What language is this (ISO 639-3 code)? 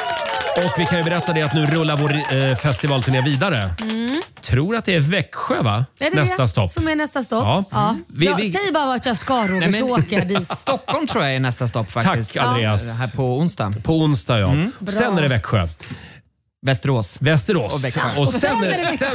swe